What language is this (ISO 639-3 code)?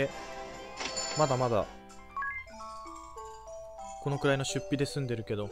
jpn